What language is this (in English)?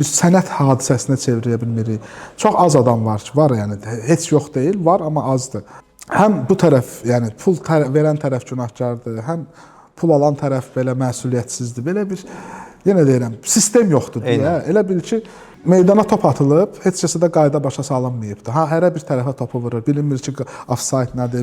Azerbaijani